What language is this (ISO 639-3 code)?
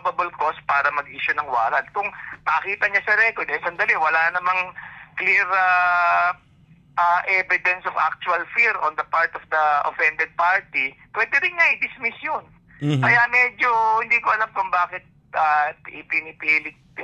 fil